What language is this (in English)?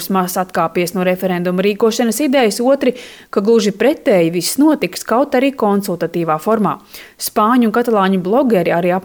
Latvian